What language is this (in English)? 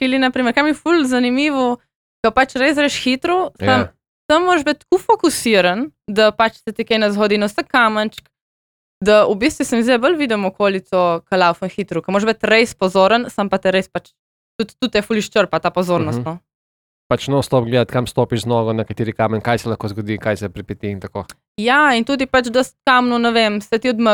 Slovenian